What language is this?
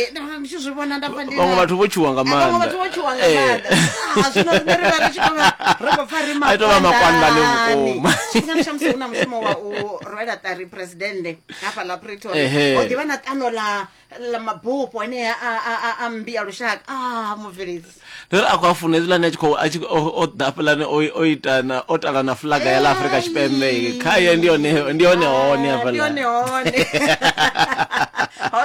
Venda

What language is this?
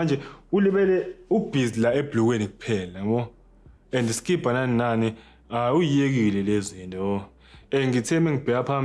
Zulu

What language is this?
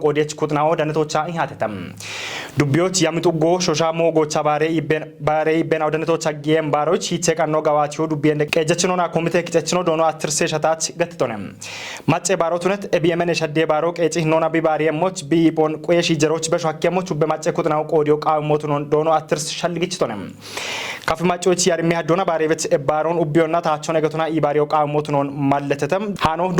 Kafa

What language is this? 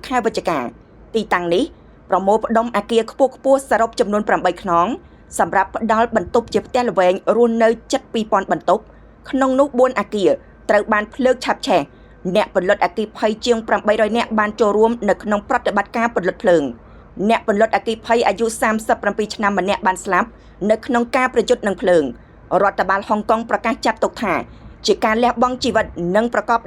Khmer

